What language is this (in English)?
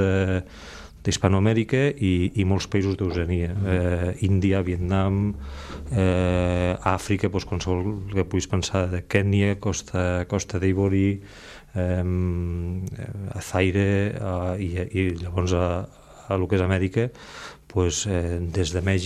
Catalan